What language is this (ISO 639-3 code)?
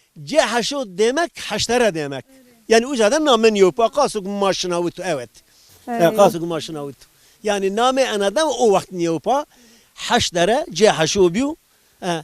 zza